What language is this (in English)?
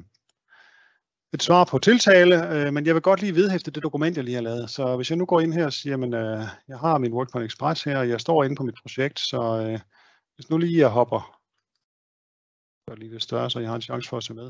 Danish